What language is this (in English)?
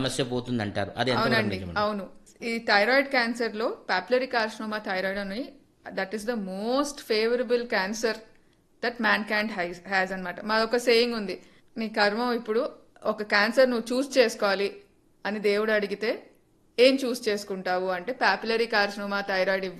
Telugu